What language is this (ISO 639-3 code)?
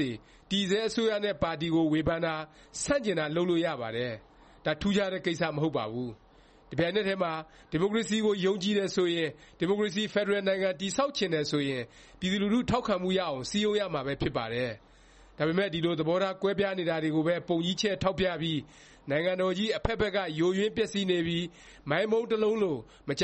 mya